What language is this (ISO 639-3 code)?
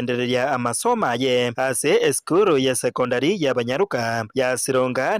guz